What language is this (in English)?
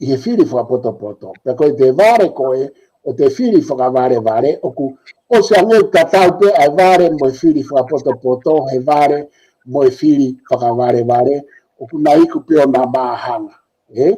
Tongan